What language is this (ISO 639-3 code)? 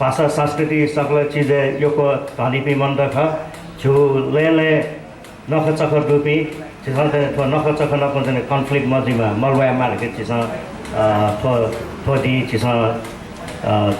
new